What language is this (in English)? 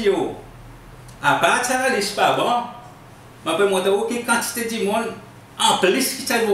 Seselwa Creole French